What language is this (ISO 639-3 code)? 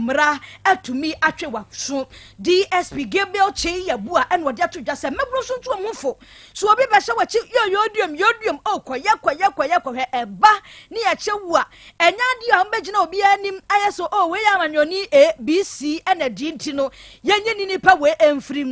aka